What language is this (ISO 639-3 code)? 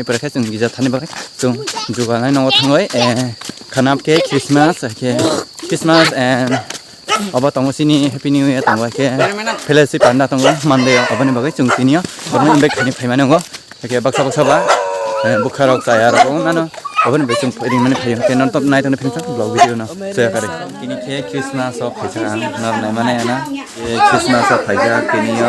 trp